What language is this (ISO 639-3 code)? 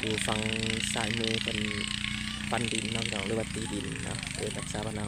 tts